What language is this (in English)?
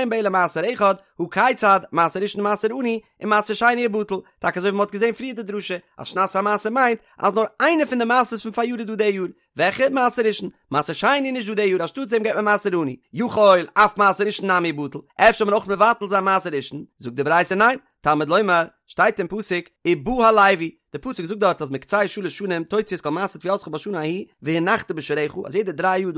Yiddish